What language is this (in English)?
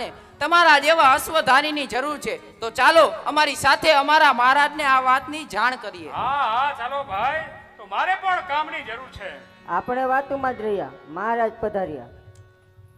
Gujarati